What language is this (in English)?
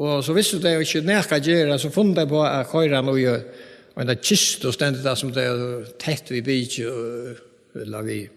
Faroese